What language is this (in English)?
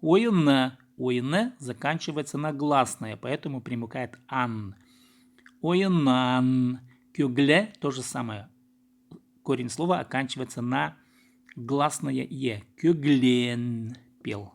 Khakas